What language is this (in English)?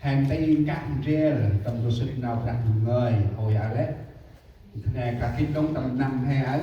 Central Mnong